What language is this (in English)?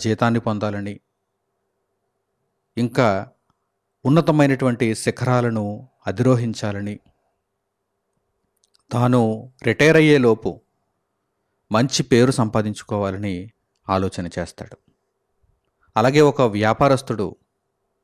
Telugu